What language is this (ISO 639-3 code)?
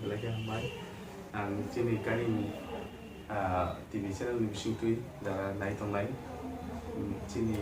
trp